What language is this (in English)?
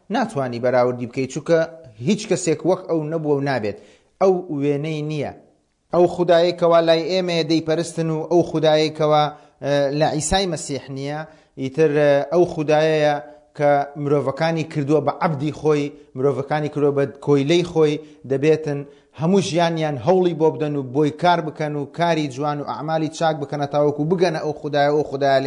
Central Kurdish